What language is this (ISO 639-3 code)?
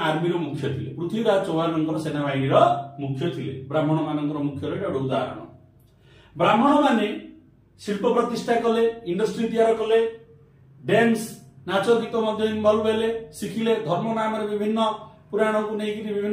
ori